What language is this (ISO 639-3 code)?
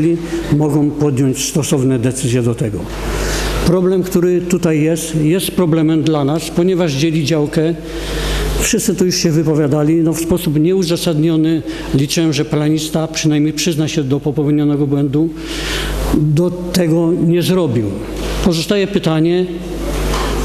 pol